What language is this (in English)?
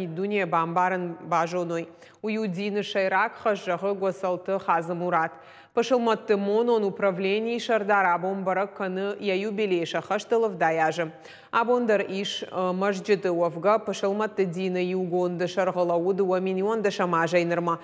Ossetic